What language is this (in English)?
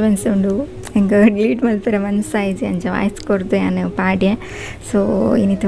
Tulu